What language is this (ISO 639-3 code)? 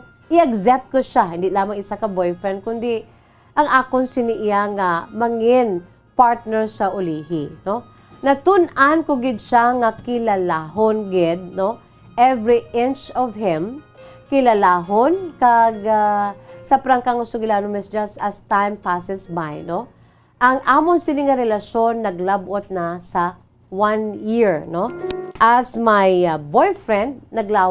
hil